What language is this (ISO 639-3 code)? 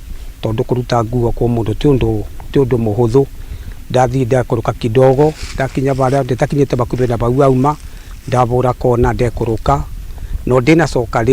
kik